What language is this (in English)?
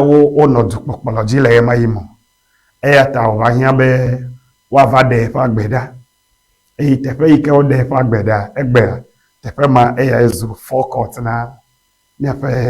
Ewe